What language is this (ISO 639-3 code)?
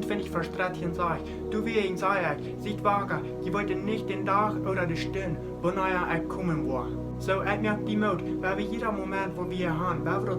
pdt